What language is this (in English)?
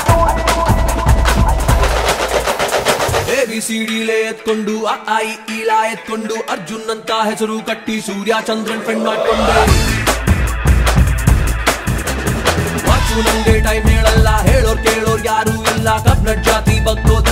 Kannada